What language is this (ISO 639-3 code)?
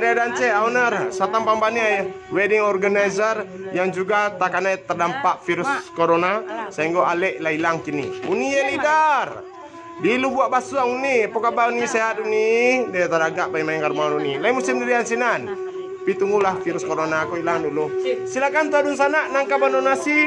min